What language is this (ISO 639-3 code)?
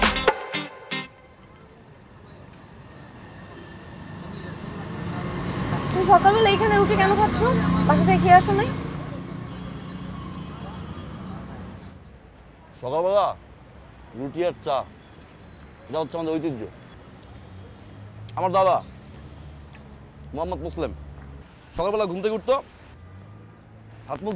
ben